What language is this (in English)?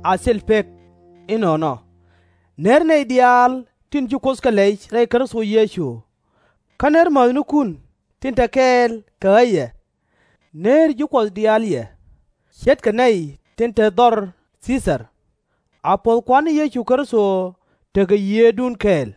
Nuer